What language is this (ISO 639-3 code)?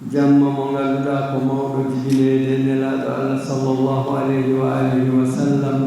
ful